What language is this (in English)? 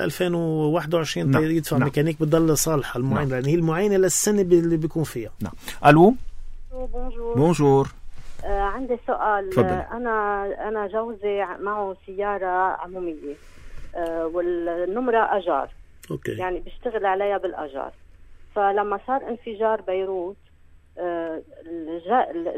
North Levantine Arabic